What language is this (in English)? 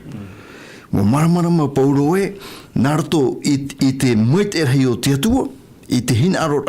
Tahitian